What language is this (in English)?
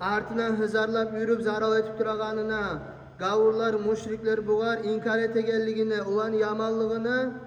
Kumyk